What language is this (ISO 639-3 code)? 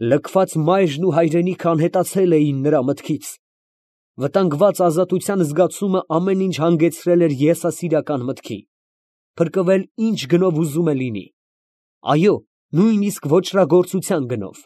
hye